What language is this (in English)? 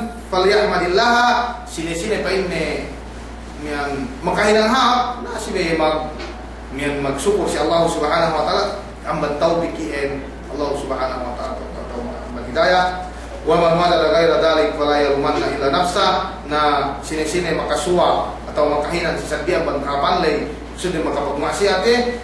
Yakan